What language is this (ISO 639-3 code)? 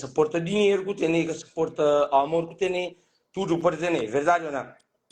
kea